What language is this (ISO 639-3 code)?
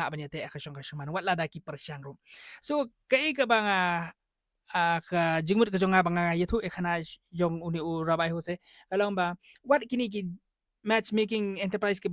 kha